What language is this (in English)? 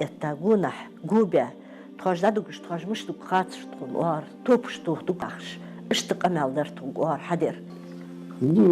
Ingush